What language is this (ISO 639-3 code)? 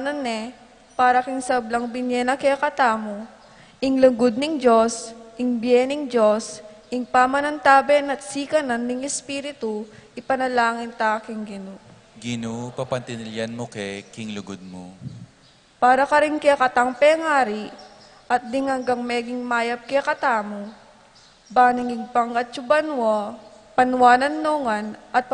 pam